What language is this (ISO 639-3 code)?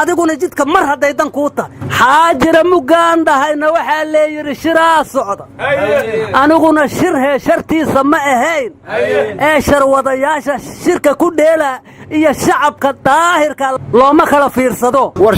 som